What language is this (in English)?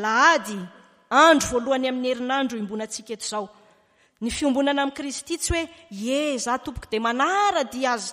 Malagasy